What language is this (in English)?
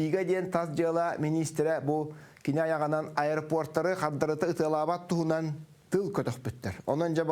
Yakut